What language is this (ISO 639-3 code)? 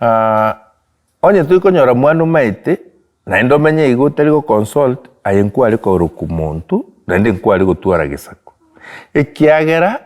guz